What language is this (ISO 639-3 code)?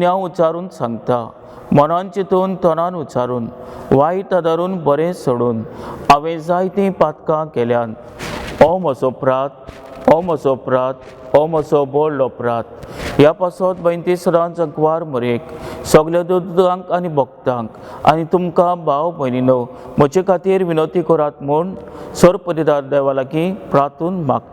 kok